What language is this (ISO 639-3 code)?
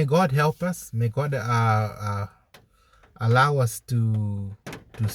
eng